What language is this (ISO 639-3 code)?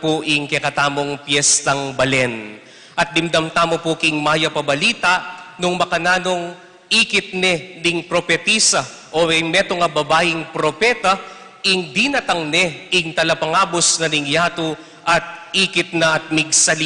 pam